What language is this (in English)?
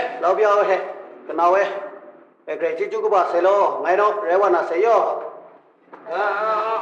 Kachin